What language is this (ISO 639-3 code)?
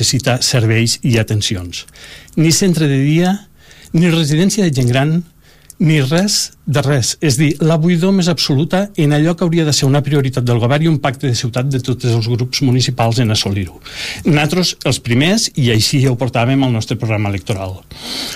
cat